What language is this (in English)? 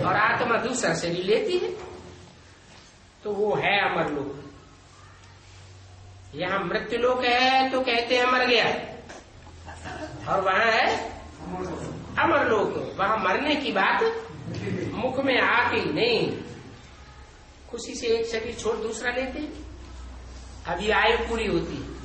Hindi